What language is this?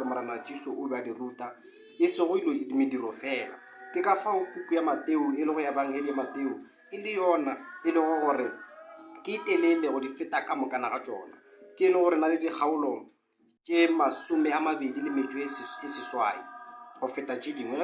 Northern Sotho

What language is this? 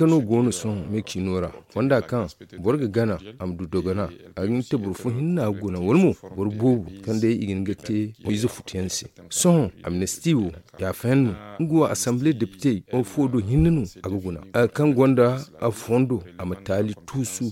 Zarma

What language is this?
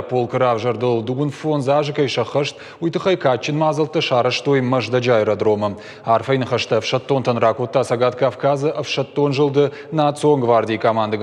Ossetic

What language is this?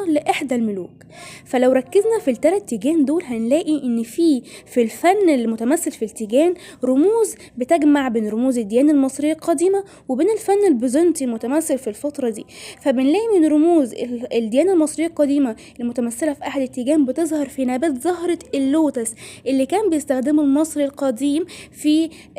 Egyptian Arabic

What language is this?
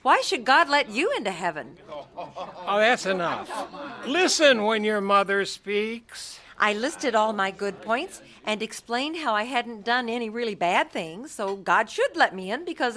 English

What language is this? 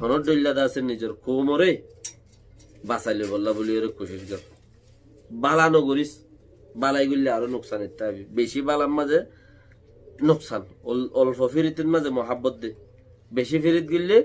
Rohingya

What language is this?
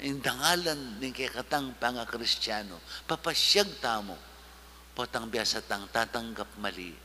Pampanga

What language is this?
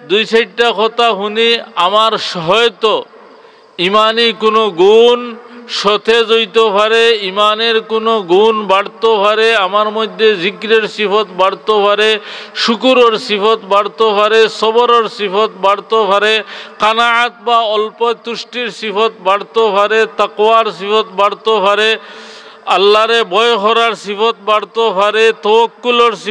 Sylheti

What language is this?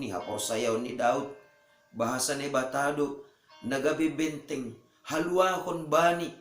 Batak Simalungun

